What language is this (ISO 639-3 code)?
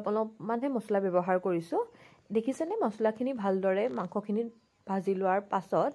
asm